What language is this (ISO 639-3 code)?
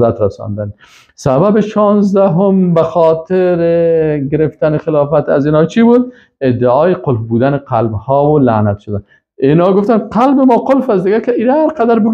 fas